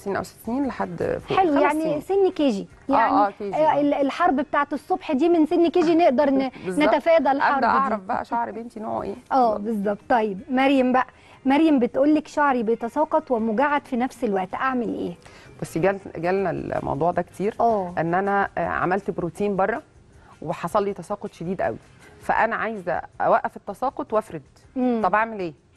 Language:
Egyptian Arabic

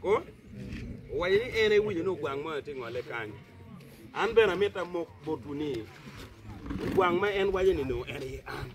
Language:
Acoli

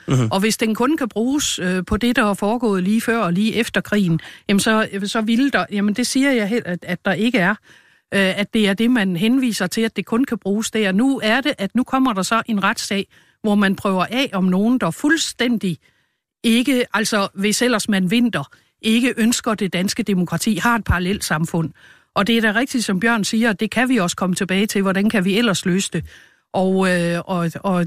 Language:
Danish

